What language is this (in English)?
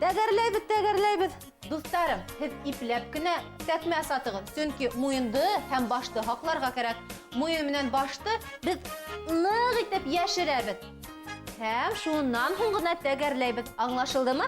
Bashkir